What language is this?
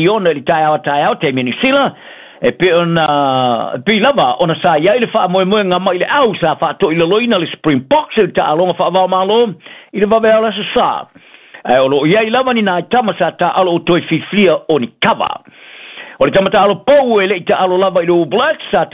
Samoan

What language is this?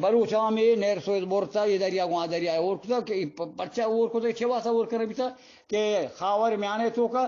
Eastern Balochi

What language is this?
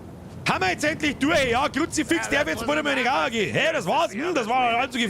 Bavarian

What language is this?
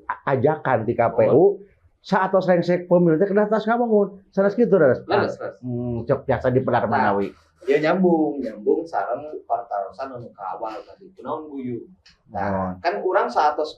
Sundanese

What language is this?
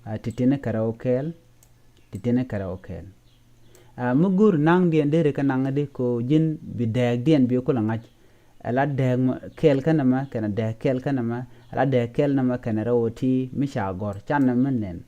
Nuer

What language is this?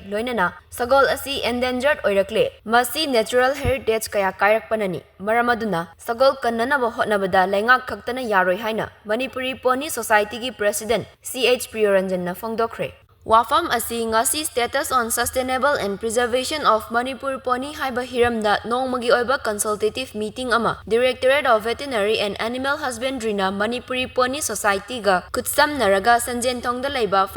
Manipuri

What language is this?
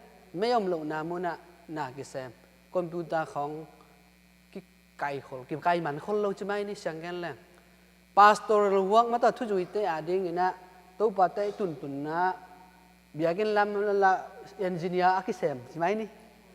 Tedim Chin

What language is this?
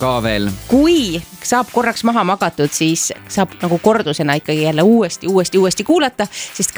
Estonian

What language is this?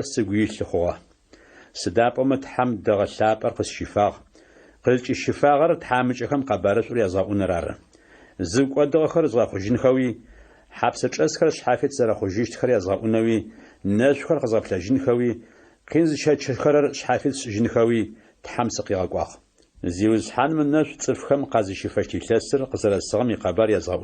Adyghe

